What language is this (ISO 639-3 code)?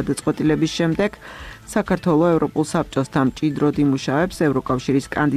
kat